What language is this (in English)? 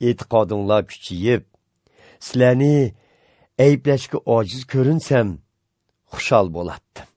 Uyghur